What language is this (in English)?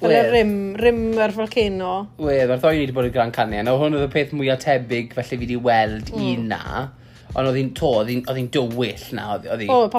Welsh